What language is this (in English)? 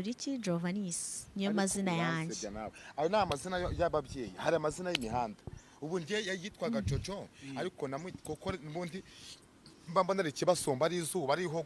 Kinyarwanda